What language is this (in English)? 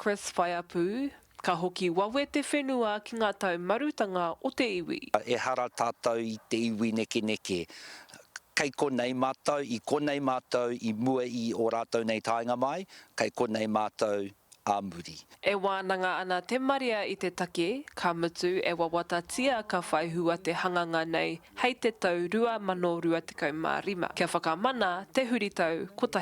Māori